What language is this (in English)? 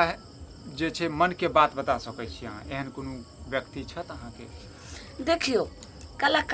Maithili